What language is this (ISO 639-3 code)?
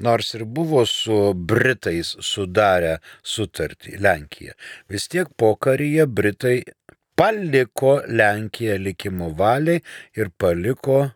lit